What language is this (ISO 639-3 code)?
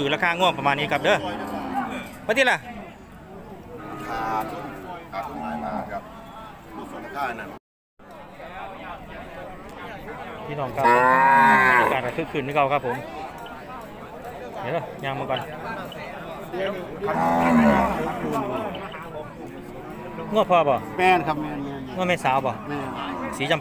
tts